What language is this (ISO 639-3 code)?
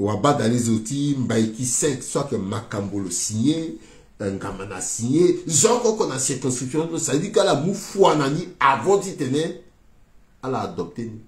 sag